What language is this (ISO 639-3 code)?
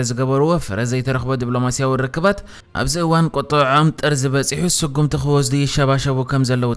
tir